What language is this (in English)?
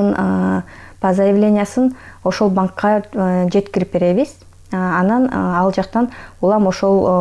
Kyrgyz